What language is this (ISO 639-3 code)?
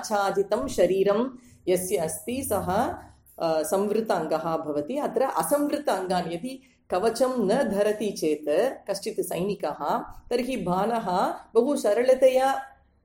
san